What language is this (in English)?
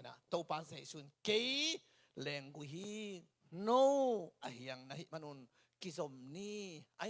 Tedim Chin